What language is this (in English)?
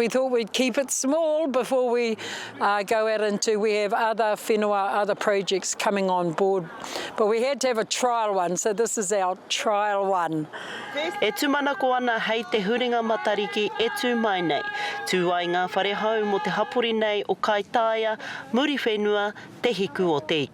Māori